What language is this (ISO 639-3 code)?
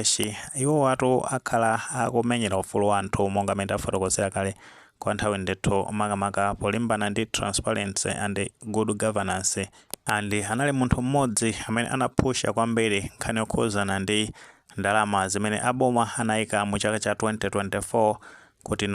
nya